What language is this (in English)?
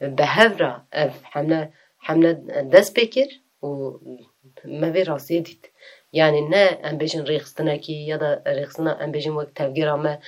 Kurdish